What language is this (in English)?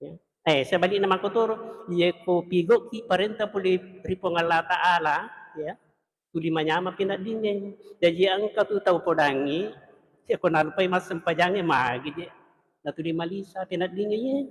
Buginese